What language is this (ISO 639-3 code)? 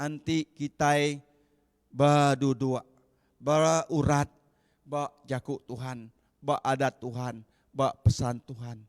iba